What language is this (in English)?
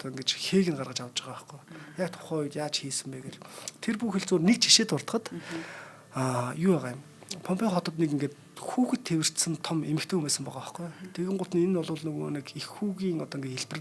Mongolian